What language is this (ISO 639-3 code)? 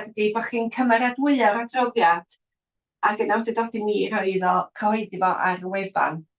cym